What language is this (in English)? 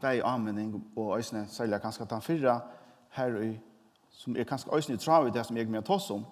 Faroese